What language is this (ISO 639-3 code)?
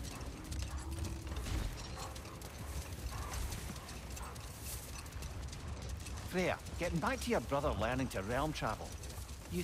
eng